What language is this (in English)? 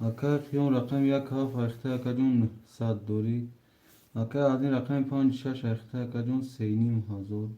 Tajik